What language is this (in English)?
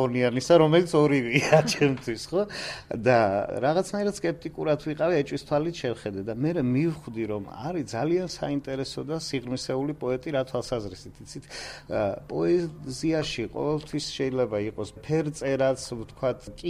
Georgian